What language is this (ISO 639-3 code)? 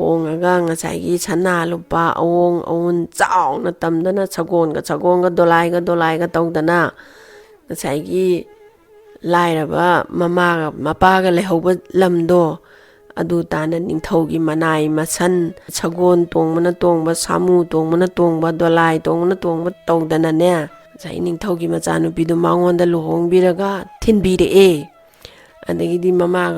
mni